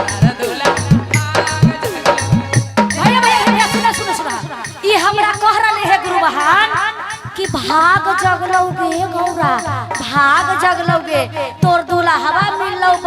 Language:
Magahi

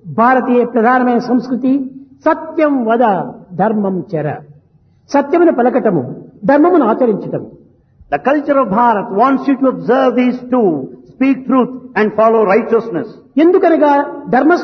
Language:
Telugu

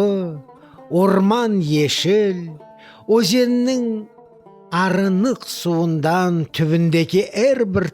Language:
Crimean Tatar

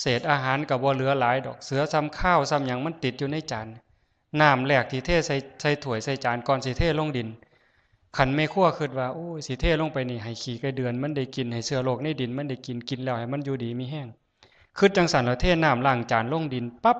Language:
Northeastern Thai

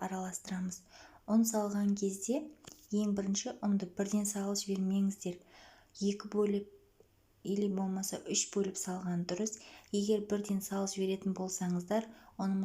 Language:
Kazakh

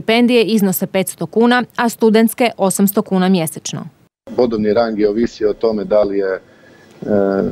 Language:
Croatian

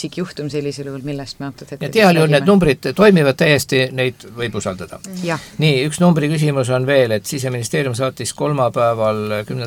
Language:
Estonian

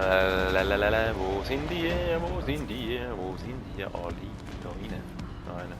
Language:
Swiss German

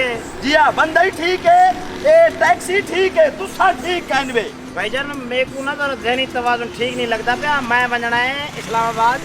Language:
Saraiki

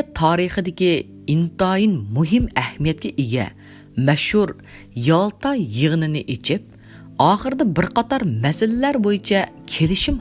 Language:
Uyghur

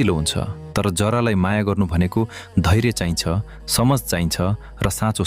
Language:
Nepali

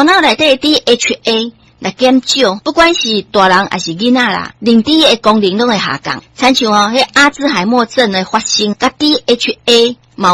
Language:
Min Nan Chinese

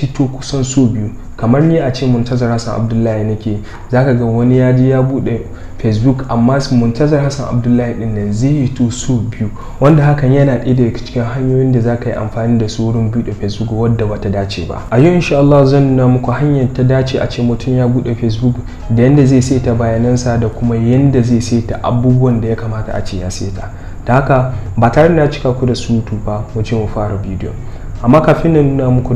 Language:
Hausa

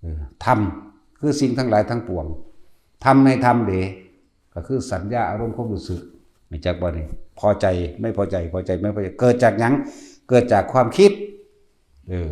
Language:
Lao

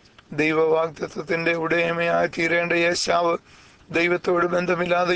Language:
Malayalam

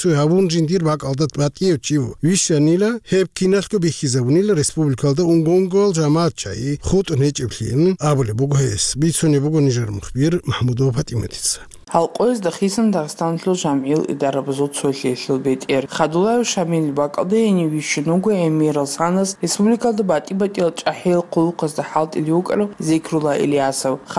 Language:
Avaric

